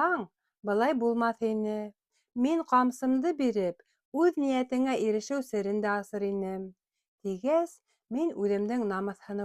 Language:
Bashkir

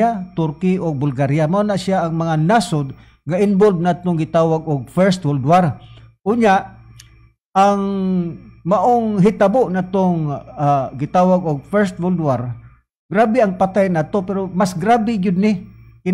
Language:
Cebuano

